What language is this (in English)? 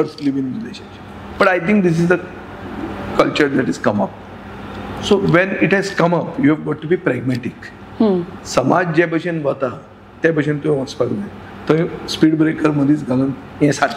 Konkani